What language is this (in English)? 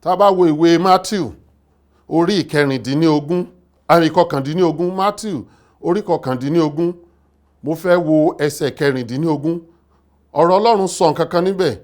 Yoruba